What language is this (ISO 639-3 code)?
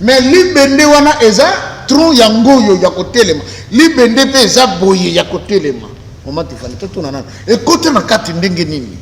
lin